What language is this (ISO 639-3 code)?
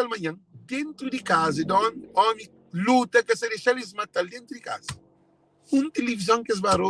kea